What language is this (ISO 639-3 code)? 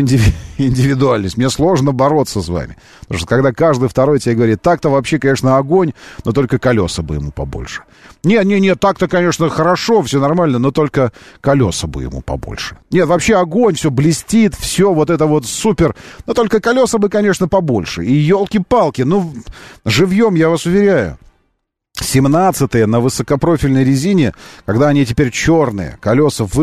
rus